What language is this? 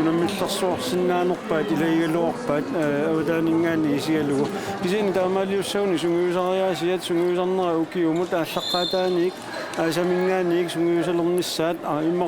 Kalaallisut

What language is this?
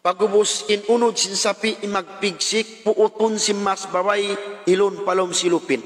Tausug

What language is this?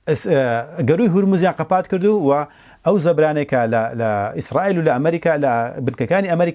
Central Kurdish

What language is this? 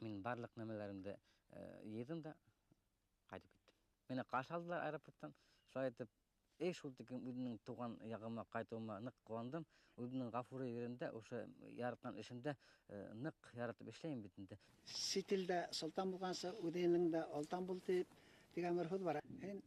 Bashkir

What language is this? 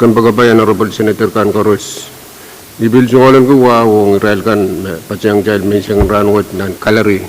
Pohnpeian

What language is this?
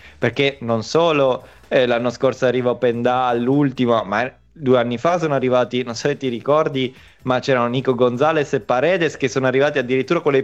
Italian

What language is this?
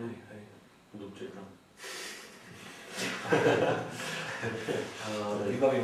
Slovak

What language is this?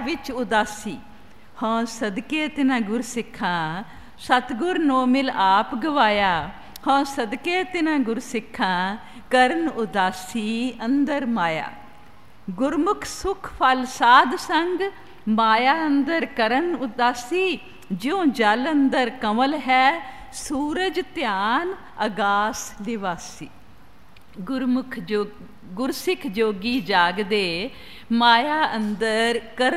Punjabi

